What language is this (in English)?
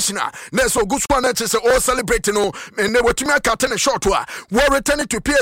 Akan